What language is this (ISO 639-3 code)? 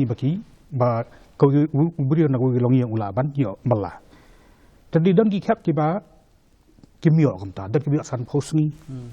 kha